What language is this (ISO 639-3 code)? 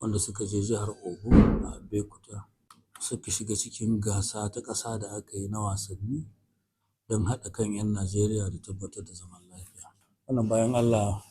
hau